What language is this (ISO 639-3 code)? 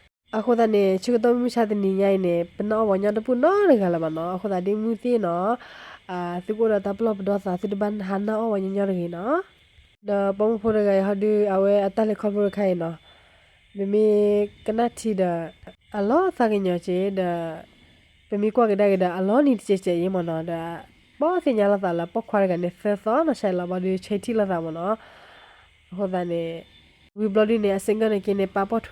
ksw